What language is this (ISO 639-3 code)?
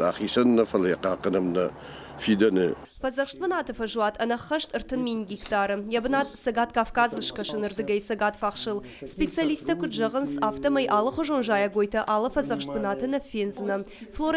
oss